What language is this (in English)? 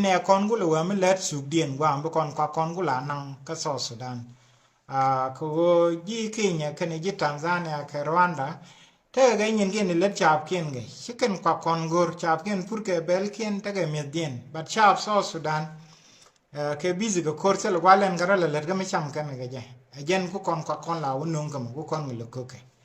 Nuer